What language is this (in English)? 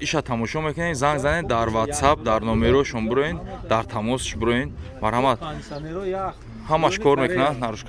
Tajik